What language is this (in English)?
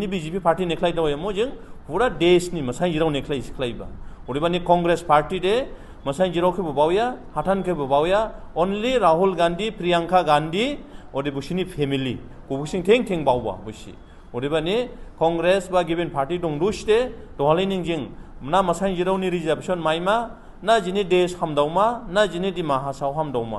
Dimasa